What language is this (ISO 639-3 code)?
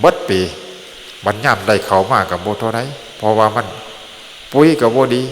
tts